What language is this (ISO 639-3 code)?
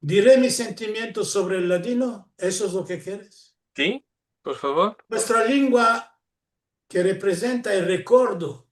lad